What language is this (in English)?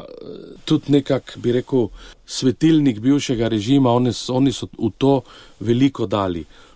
Slovenian